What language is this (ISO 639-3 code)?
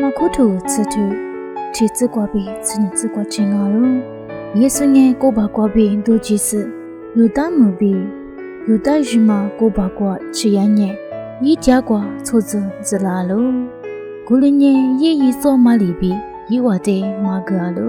lis